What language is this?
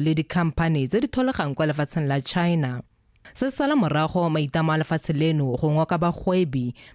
Tswana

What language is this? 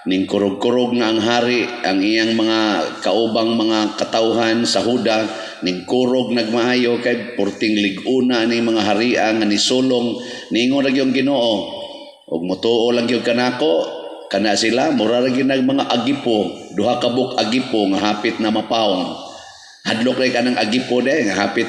Cebuano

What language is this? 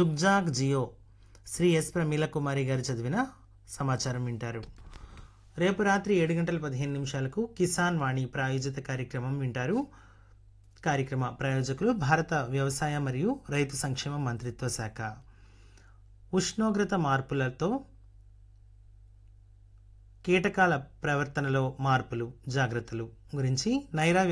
Telugu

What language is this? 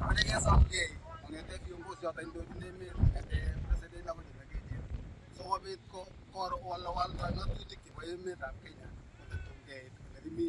Kalenjin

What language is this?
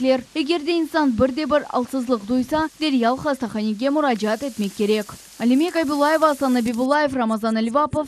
Crimean Tatar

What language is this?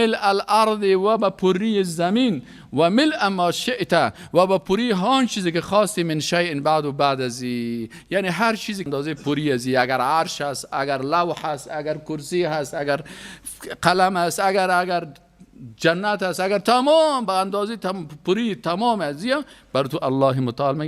Persian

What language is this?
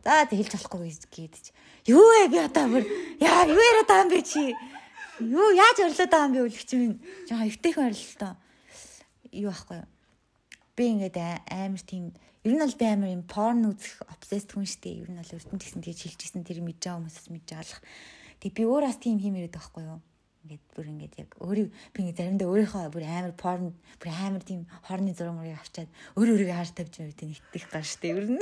Mongolian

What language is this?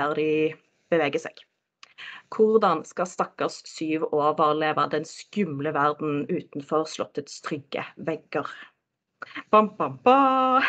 Norwegian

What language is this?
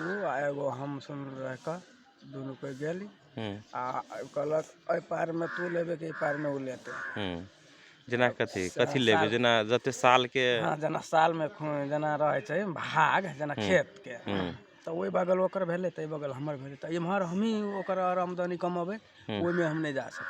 Magahi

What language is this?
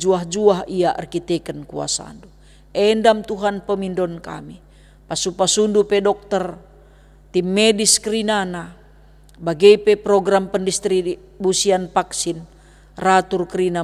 Batak Karo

